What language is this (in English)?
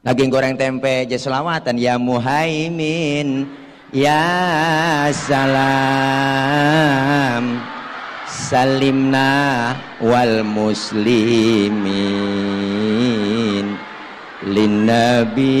Betawi